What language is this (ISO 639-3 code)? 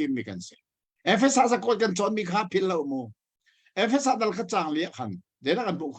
cnh